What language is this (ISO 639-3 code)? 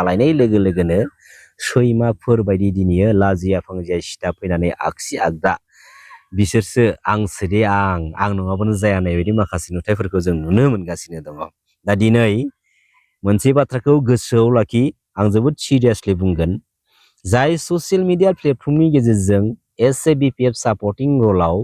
brx